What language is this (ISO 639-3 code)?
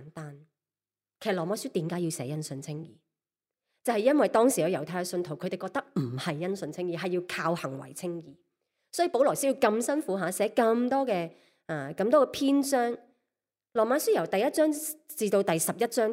yue